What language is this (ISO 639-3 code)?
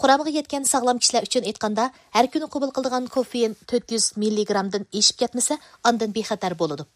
uig